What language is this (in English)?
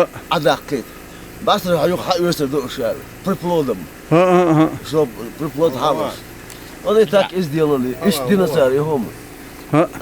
Chechen